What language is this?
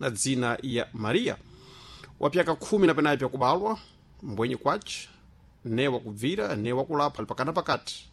Sena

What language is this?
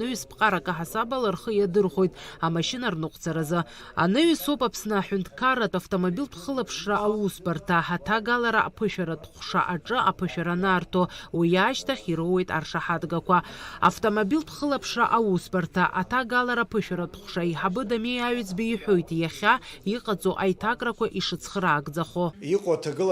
Abkhazian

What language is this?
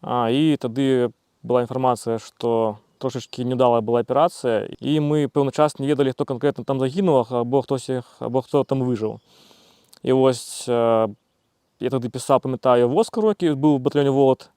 Belarusian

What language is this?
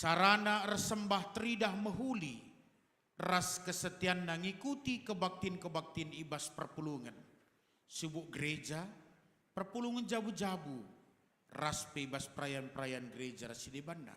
Batak Karo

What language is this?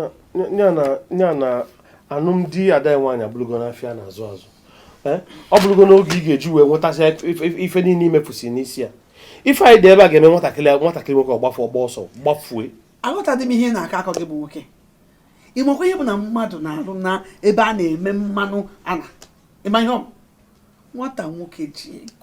Igbo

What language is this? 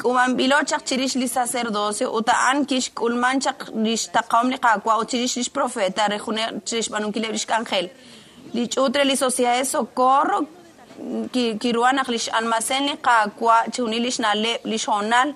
Kekchí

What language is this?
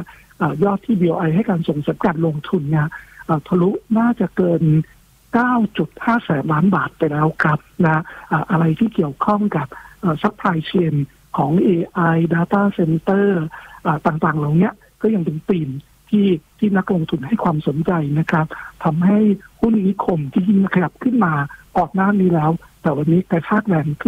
Thai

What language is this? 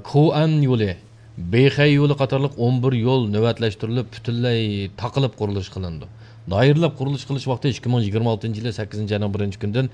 Uyghur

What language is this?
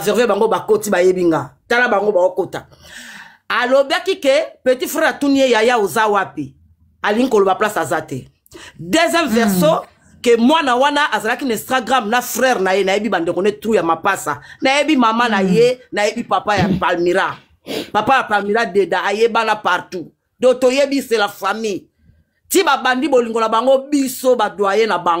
Lingala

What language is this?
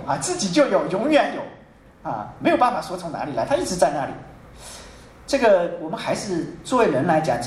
Chinese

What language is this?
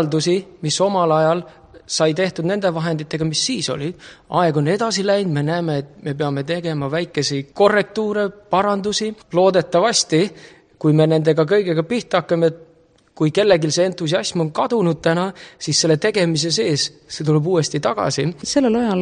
Estonian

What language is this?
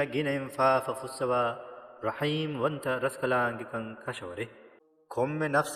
Divehi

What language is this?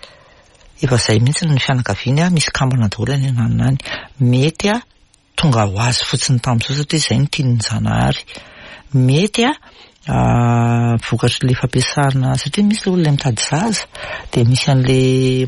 Malagasy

